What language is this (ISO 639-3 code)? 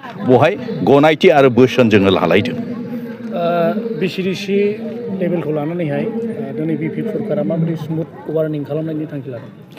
brx